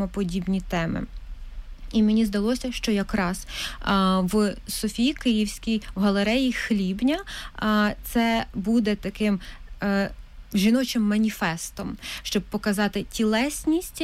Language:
Ukrainian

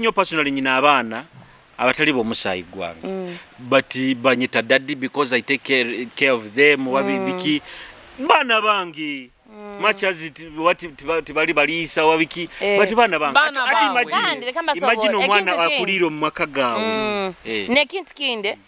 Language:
Nyoro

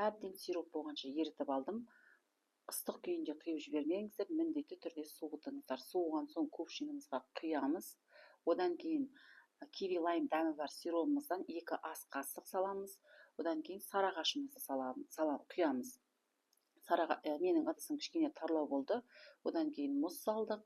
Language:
Kazakh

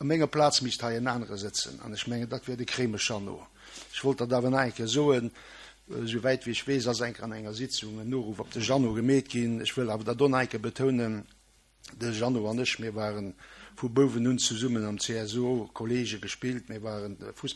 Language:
Luxembourgish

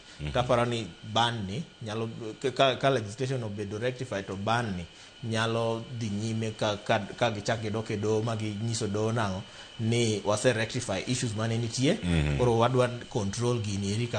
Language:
Luo (Kenya and Tanzania)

